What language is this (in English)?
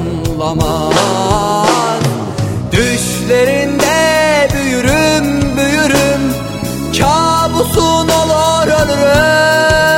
Turkish